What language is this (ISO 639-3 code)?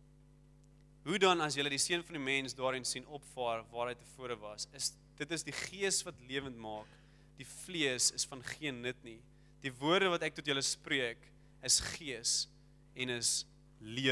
afr